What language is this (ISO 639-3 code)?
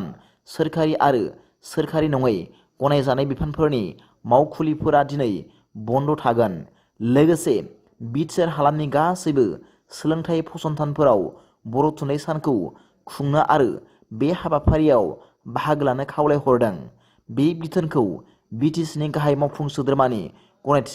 brx